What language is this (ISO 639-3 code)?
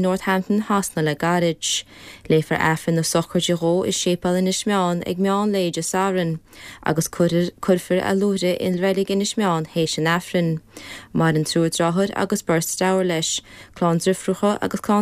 gle